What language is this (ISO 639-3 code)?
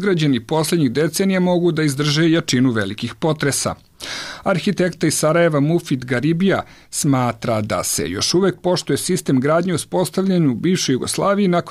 srp